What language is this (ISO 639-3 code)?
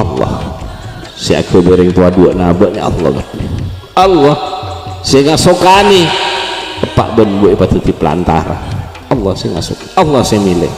mad